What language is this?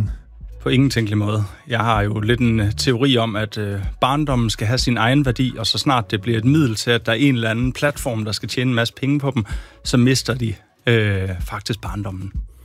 Danish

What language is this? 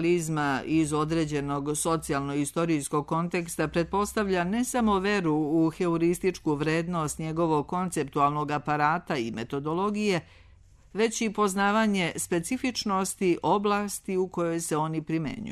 Serbian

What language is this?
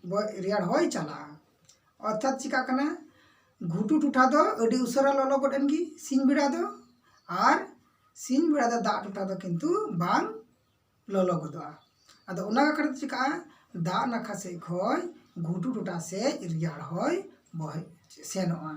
Santali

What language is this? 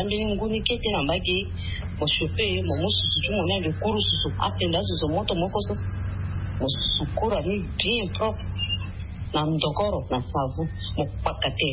Sango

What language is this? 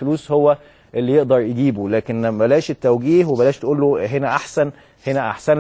Egyptian Arabic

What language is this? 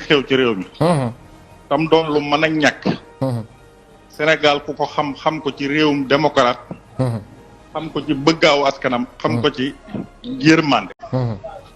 Wolof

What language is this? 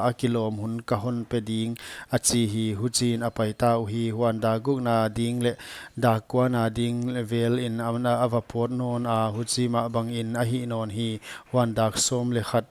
Paite Chin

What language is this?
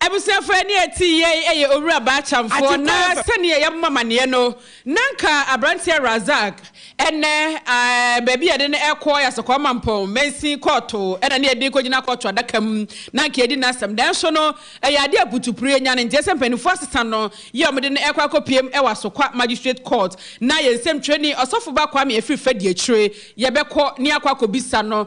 Akan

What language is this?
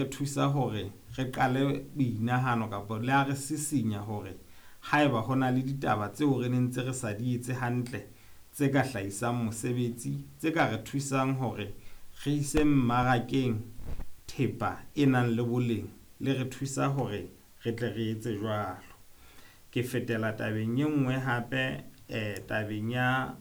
Southern Sotho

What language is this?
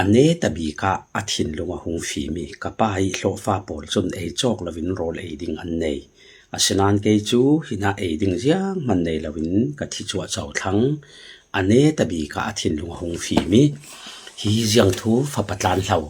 Falam Chin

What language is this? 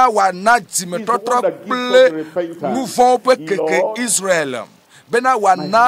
Ewe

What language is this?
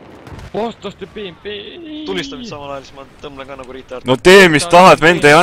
Estonian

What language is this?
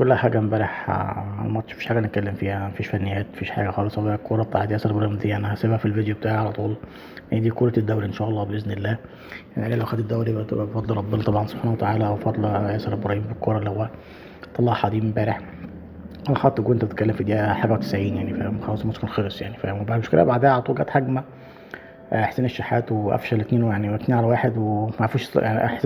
Egyptian Arabic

